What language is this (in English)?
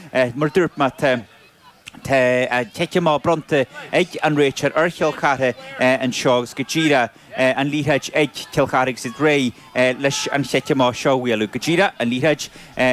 Irish